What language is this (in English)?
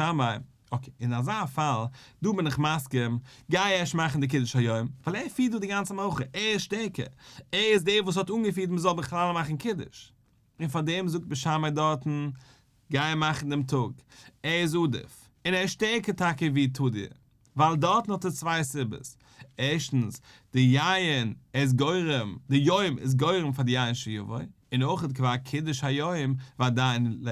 Yiddish